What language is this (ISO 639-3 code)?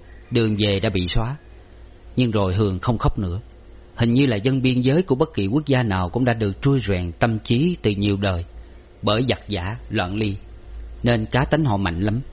vie